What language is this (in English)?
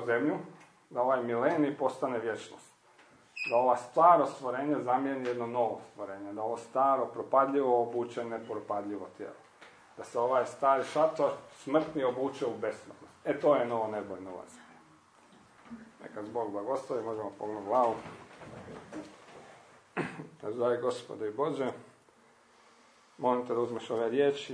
Croatian